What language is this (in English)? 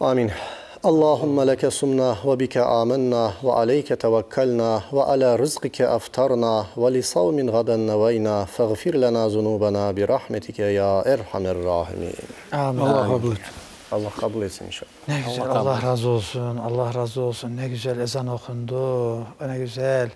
Crimean Tatar